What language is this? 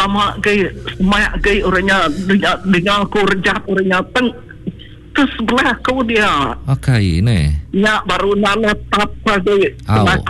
Iban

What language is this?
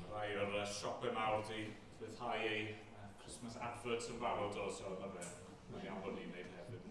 Welsh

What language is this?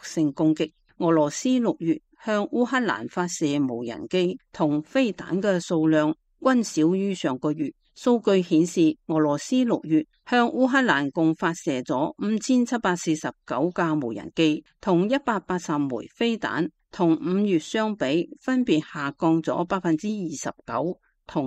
Cantonese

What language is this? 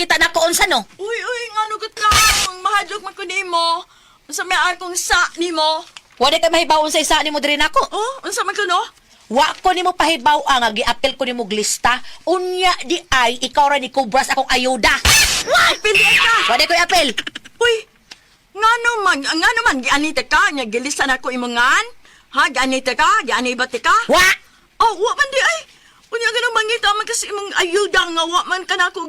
Cebuano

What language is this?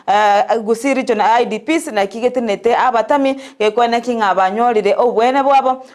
Gusii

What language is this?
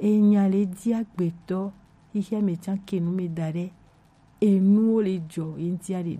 Gen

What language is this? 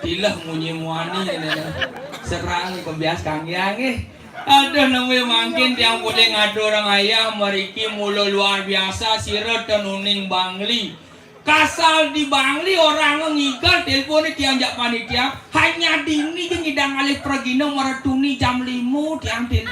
Balinese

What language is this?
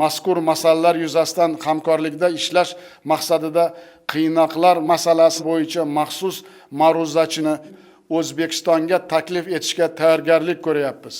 Uzbek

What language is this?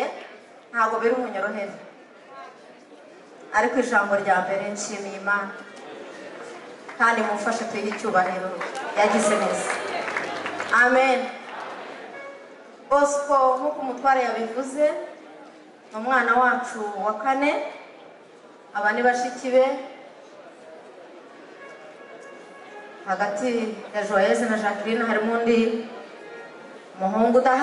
Kinyarwanda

